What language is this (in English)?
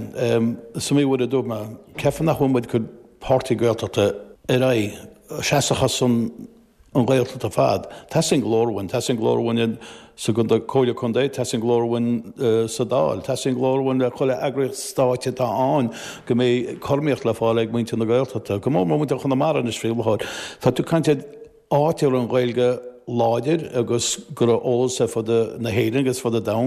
Irish